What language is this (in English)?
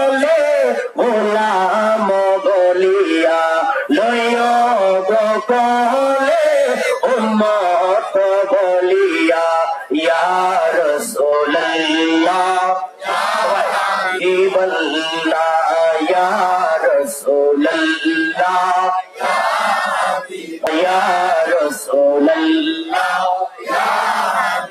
Bangla